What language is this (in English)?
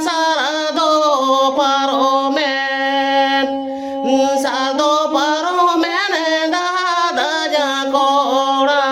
Santali